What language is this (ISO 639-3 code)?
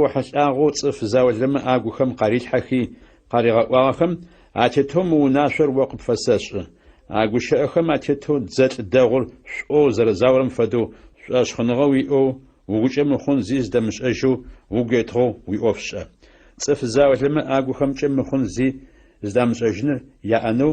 ady